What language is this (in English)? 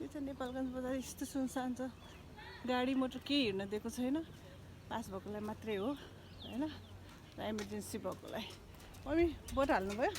Nepali